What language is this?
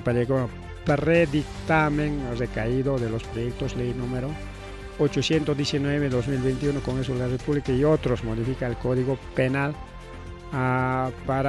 Ayacucho Quechua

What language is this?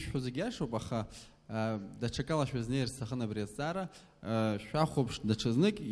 Abkhazian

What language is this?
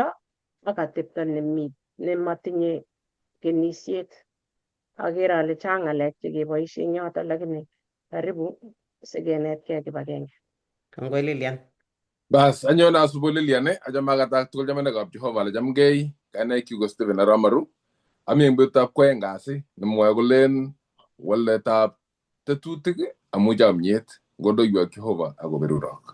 Kalenjin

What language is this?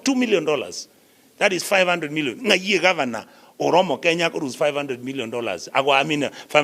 Gusii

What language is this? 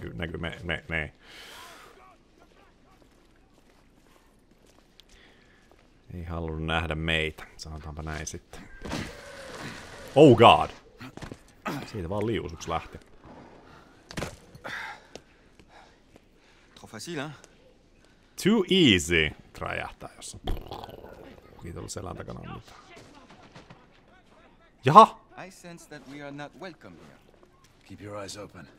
Finnish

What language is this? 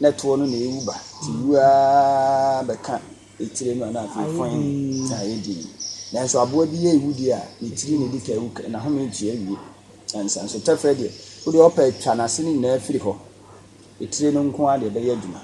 Akan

